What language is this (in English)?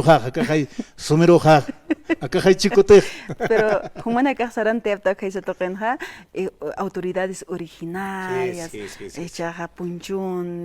Aymara